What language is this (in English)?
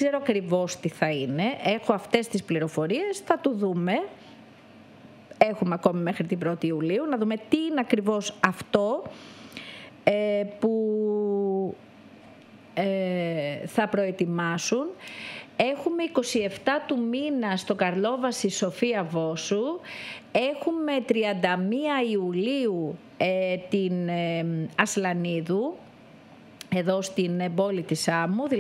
Greek